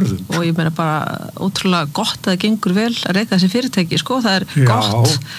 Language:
Icelandic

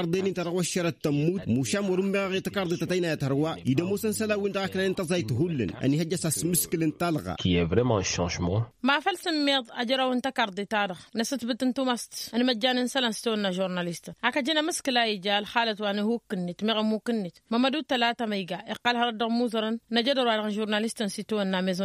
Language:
Tamasheq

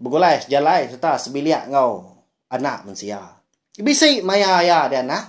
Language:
Iban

